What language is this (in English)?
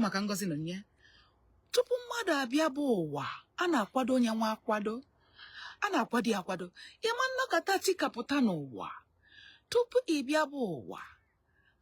Igbo